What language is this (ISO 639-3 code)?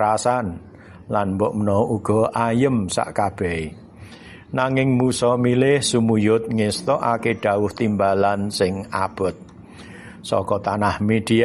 jav